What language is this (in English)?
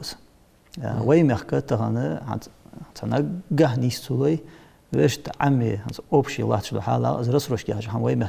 Ingush